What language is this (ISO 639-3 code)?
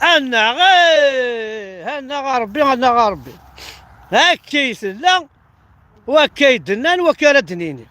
kab